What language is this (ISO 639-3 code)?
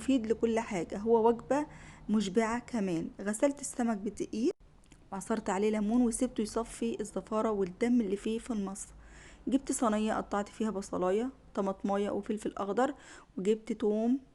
arz